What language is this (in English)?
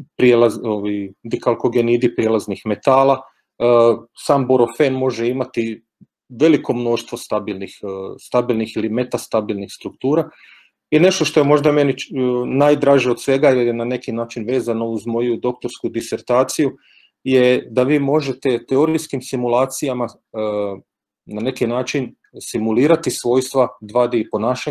Croatian